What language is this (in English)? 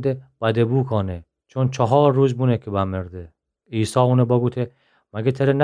Gilaki